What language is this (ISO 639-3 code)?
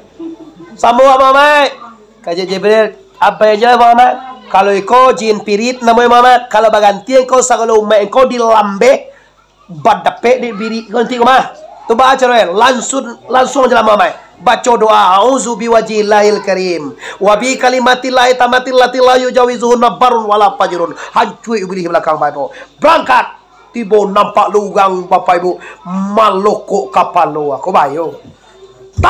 min